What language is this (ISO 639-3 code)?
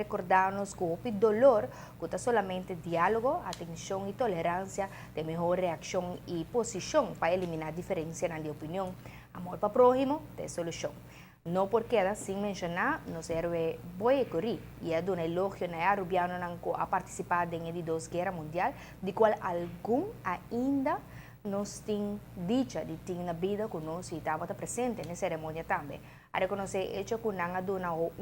pap